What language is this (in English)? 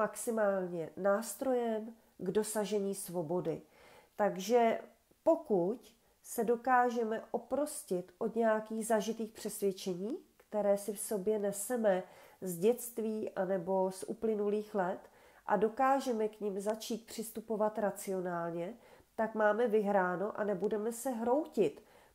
Czech